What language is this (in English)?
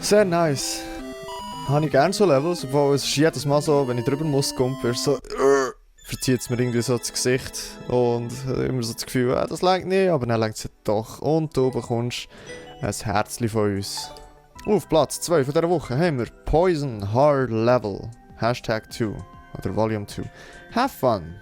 Swiss German